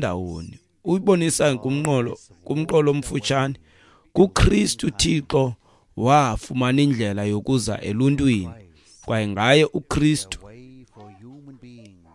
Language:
Xhosa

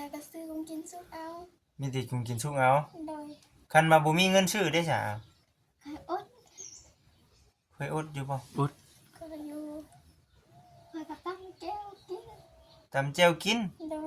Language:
Lao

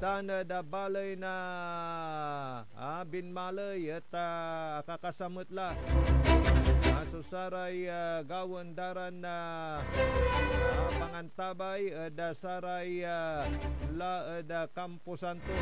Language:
Pangasinan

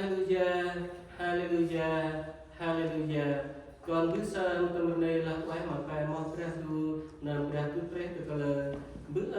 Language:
Central Mnong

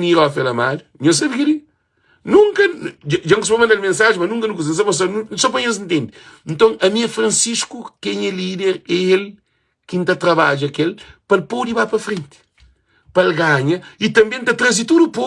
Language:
Kabuverdianu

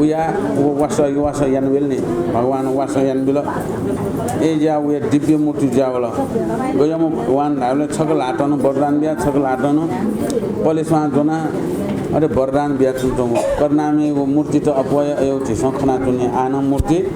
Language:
Newari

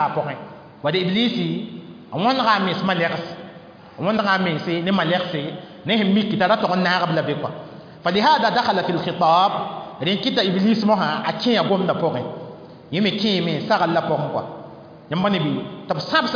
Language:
Mossi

